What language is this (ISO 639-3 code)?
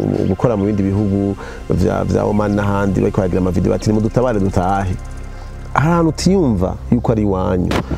run